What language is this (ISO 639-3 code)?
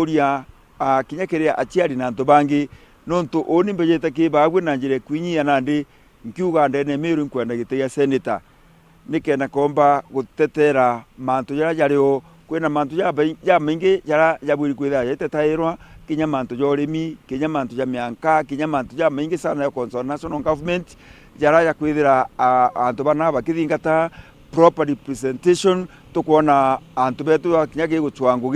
mer